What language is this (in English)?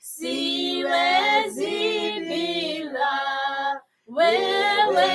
Kikuyu